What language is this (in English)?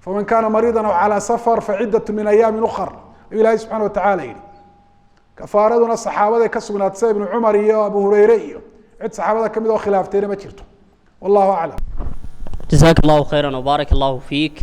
Somali